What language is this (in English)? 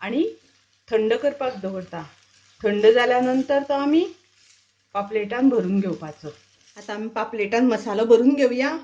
Konkani